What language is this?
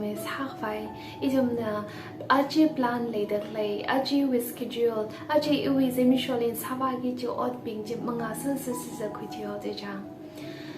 Tangkhul Naga (India)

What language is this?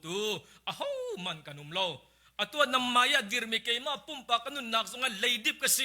Hakha Chin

